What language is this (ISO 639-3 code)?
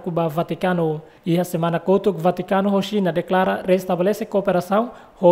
tet